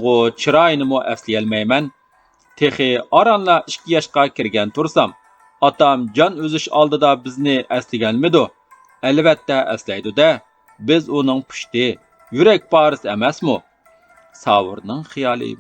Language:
Uyghur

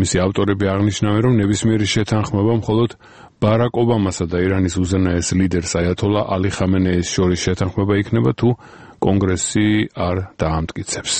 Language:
Georgian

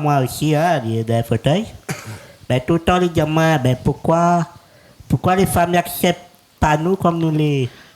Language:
Réunion Creole French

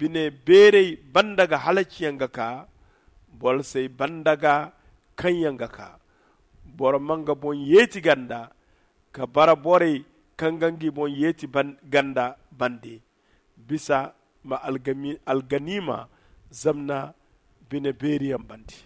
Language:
Zarma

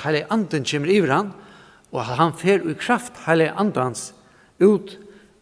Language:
Faroese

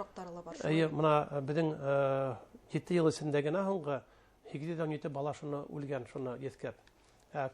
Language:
Bashkir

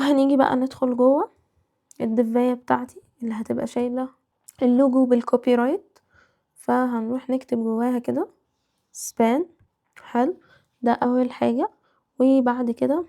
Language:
Egyptian Arabic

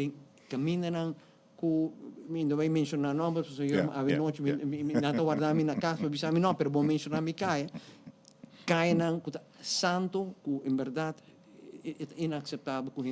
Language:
Papiamento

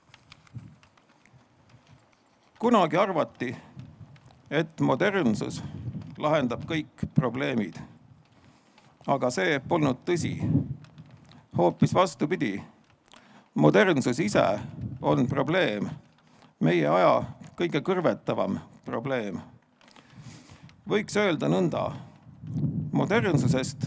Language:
Estonian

